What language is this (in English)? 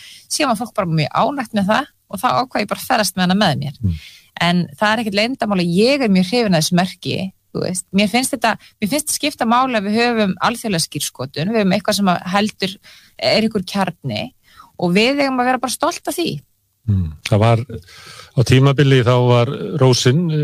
Icelandic